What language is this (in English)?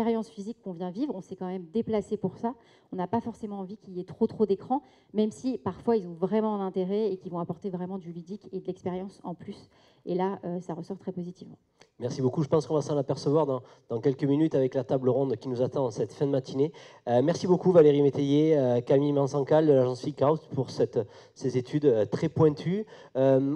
French